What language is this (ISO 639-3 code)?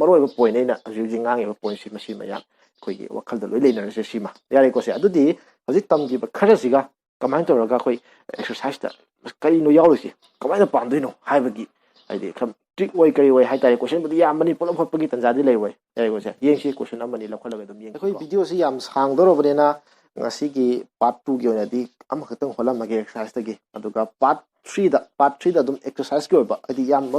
mni